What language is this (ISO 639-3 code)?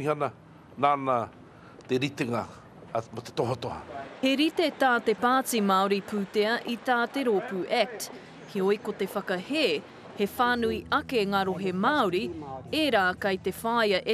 mri